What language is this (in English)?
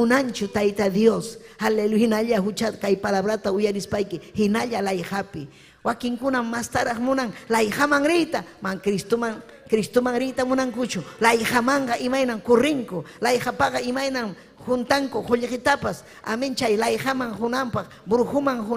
Ayacucho Quechua